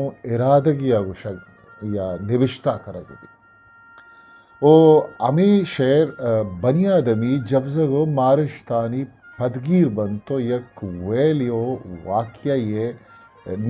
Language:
Eastern Balochi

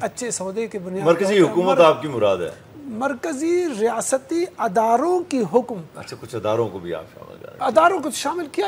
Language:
Urdu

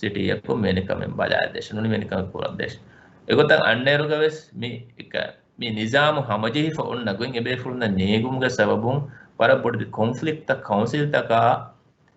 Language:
Divehi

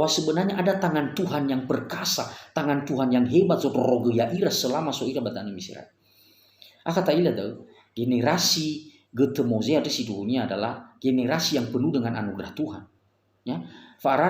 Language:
Nias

